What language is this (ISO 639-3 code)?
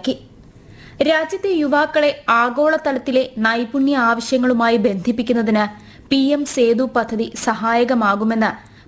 mal